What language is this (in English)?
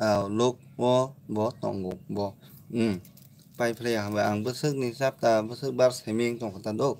Kok Borok